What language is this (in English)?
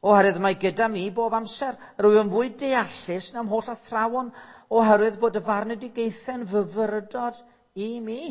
Welsh